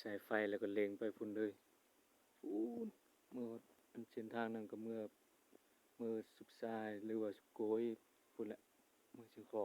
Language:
Lao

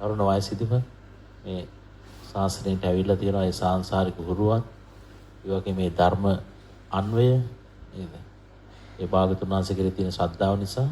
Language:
Sinhala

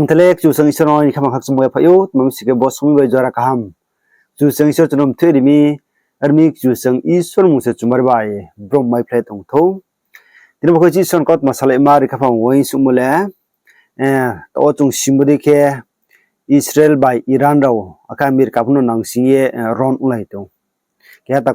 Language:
Riang (India)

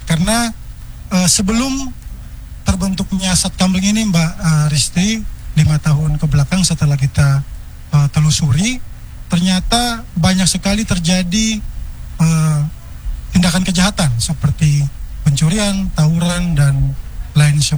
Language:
Indonesian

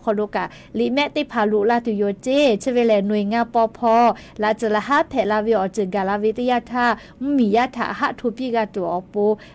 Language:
Lahu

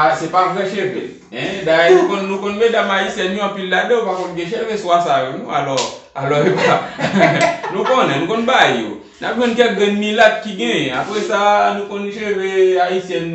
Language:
Haitian Creole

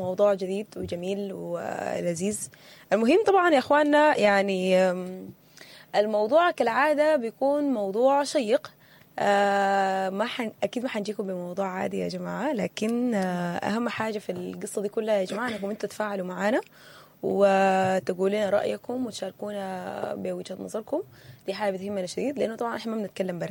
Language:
Sudanese Arabic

